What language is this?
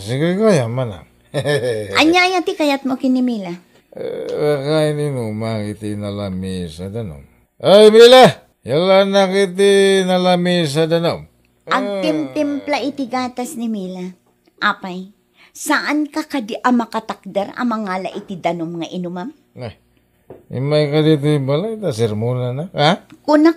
Iloko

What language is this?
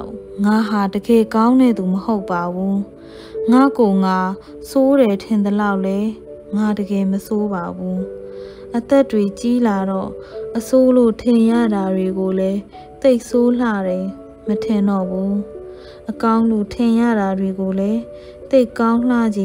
Burmese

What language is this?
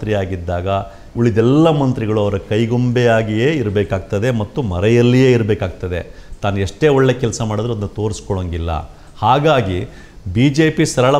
Kannada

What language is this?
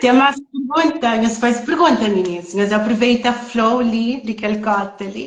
Kabuverdianu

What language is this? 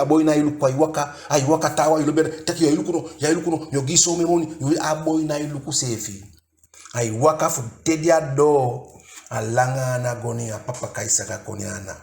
Eastern Maroon Creole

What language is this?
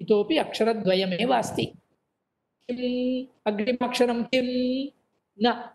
Sanskrit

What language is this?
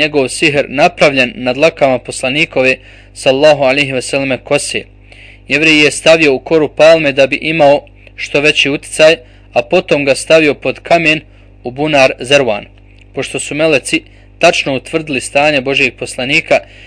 Bosnian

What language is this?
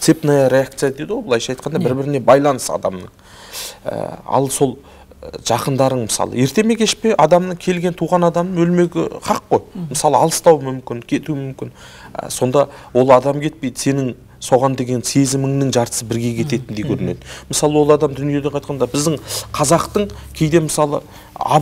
Kazakh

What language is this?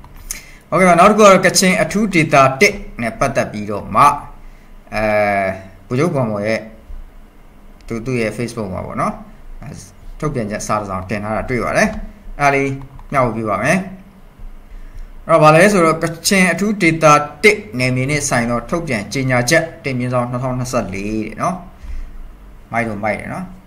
Burmese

